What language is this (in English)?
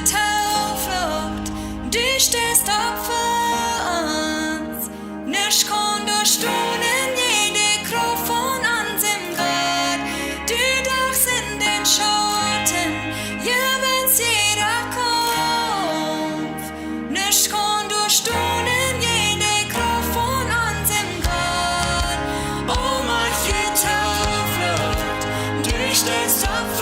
Plautdietsch